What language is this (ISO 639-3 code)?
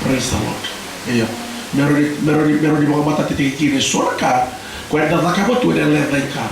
fij